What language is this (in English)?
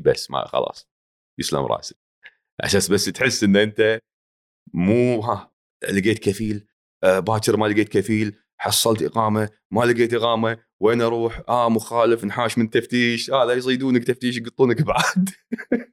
Gulf Arabic